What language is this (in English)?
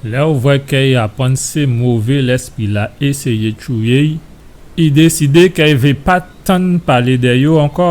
Guadeloupean Creole French